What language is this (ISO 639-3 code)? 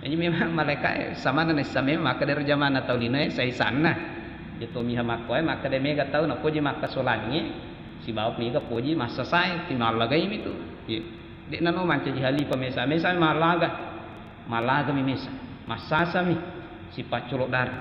bug